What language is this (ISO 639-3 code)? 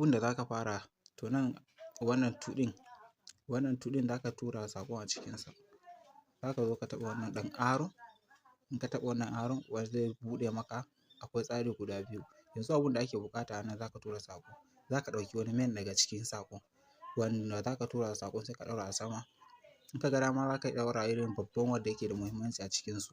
hau